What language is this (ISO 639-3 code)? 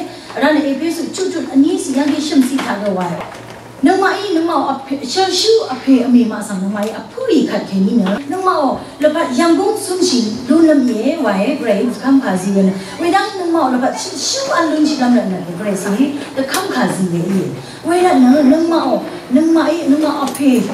raw